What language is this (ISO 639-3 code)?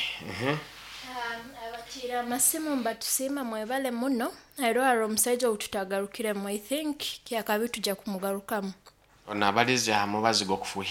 nyo